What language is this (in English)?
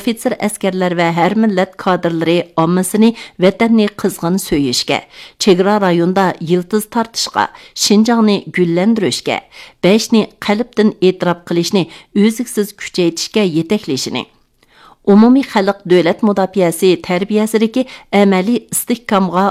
Uyghur